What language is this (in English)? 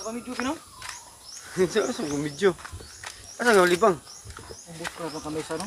Cebuano